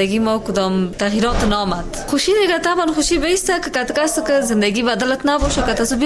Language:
Persian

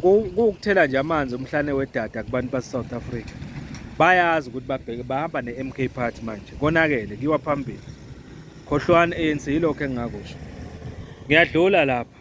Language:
Zulu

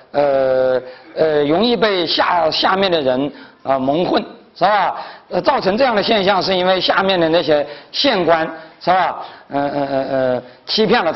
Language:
Chinese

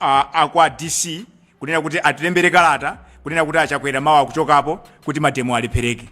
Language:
Nyanja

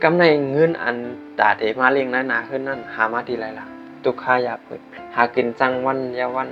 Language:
Shan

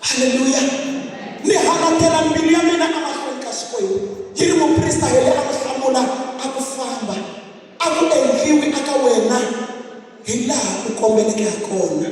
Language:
Tsonga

